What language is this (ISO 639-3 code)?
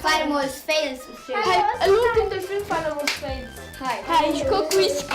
roh